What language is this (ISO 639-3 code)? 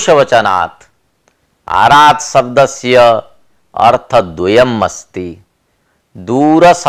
san